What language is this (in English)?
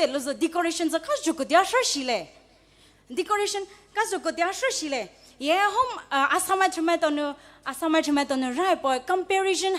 Poumei Naga